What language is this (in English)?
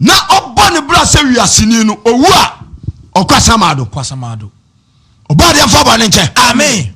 Akan